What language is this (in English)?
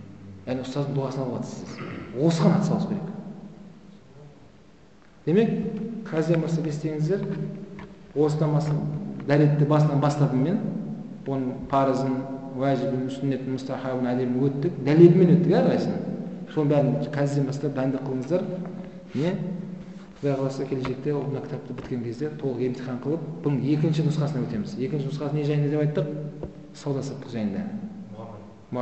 Kazakh